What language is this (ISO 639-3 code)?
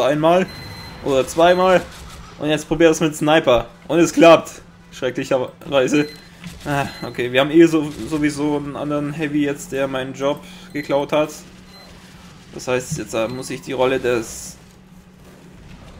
deu